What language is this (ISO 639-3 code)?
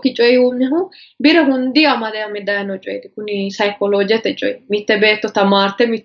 sid